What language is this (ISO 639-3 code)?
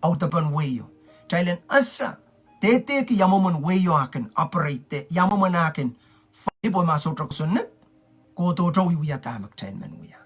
pon